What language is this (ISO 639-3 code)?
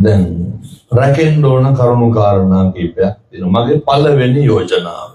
sin